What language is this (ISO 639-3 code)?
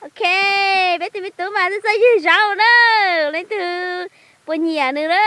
hmn